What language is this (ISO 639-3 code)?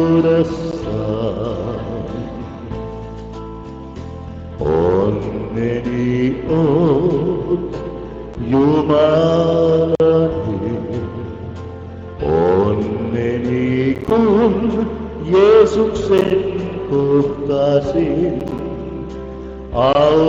fin